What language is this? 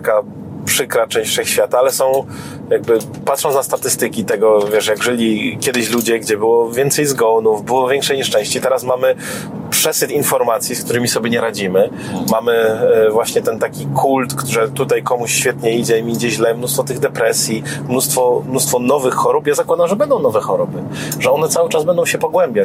Polish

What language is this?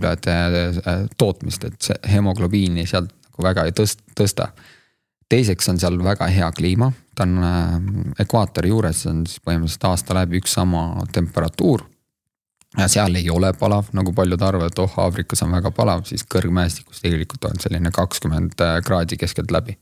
Estonian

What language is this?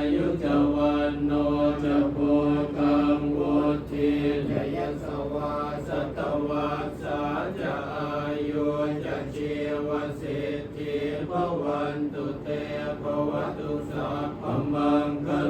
Pali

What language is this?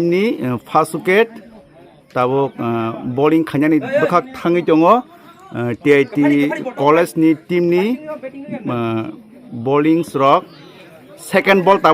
Kok Borok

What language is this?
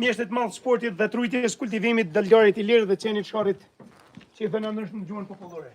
Albanian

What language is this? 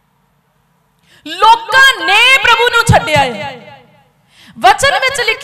Punjabi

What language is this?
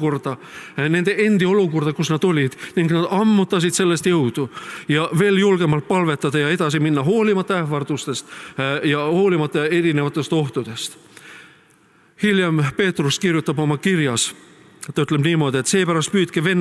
Estonian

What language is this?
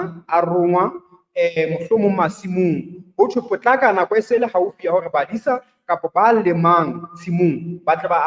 Southern Sotho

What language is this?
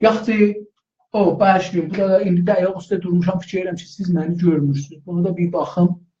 South Azerbaijani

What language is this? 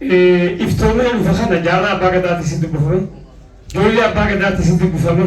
Oromo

